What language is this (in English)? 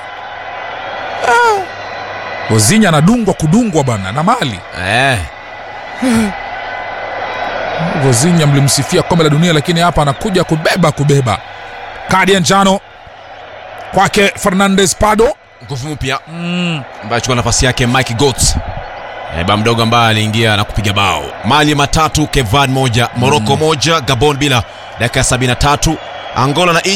Swahili